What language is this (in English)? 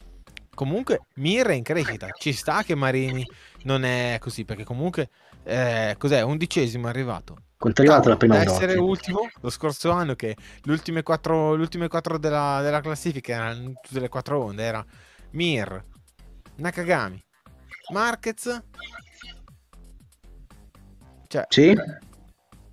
Italian